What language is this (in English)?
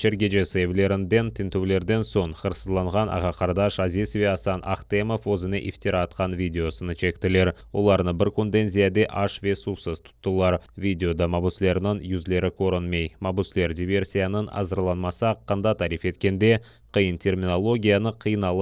Crimean Tatar